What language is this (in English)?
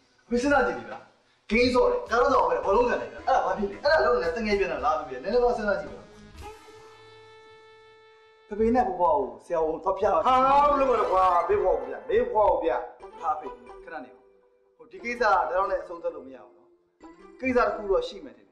Burmese